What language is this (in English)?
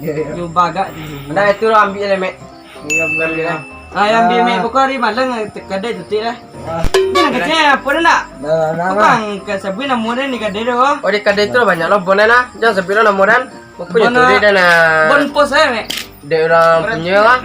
Minangkabau